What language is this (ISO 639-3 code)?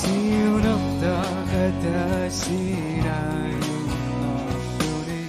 kal